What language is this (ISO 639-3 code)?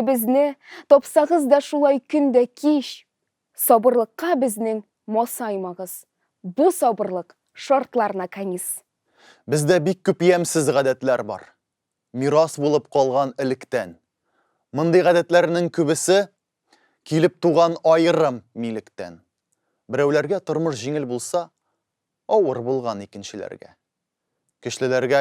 tat